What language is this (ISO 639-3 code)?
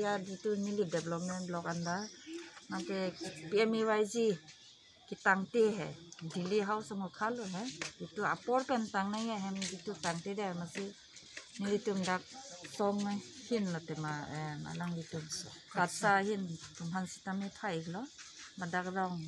mjw